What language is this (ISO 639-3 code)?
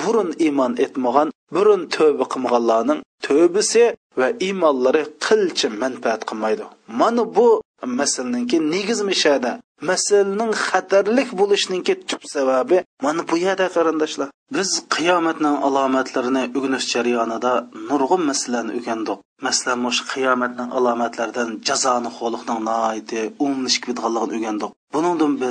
uig